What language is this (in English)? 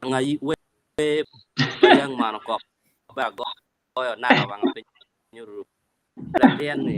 Acoli